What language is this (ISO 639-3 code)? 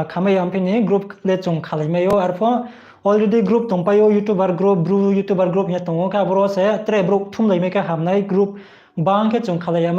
ria